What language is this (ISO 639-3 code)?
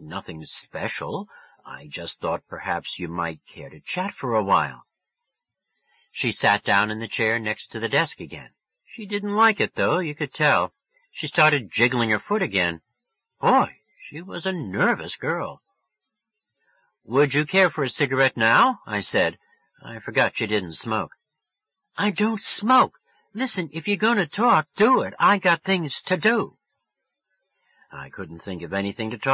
eng